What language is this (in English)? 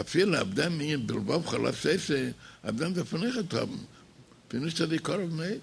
Yiddish